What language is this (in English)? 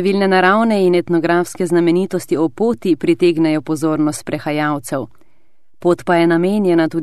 Slovenian